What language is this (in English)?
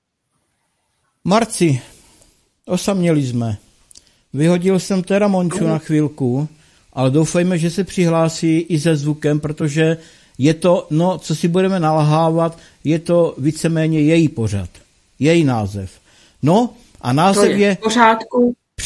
Czech